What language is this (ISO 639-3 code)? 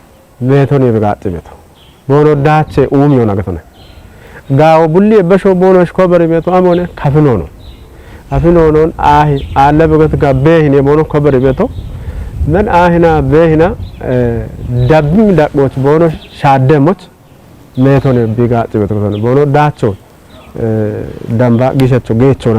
kbr